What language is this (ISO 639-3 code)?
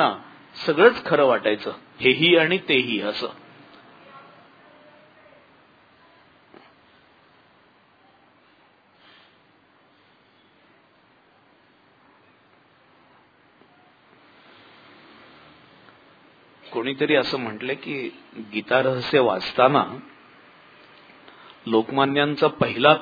mar